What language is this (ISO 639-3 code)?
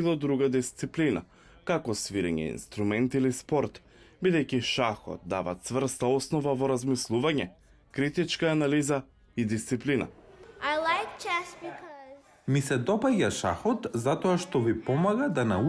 mkd